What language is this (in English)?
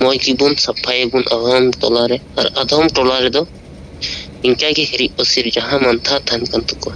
Santali